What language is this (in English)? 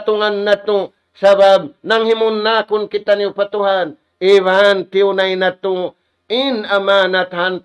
Tausug